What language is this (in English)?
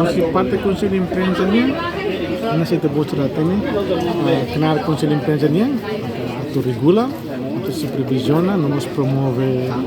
Tetum